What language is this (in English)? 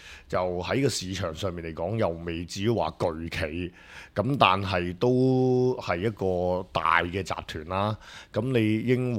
Cantonese